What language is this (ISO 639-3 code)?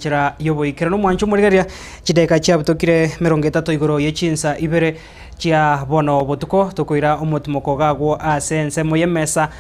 guz